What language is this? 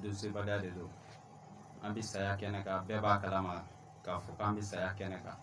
Bambara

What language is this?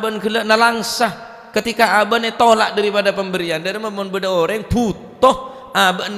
Madurese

